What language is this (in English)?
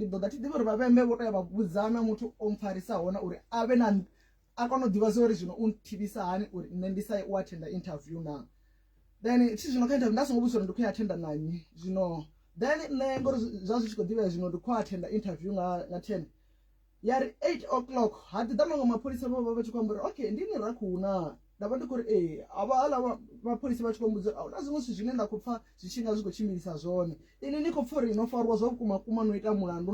Venda